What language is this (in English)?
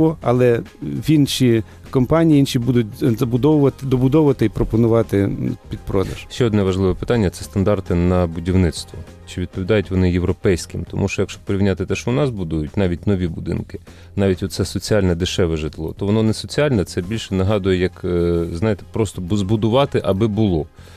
Ukrainian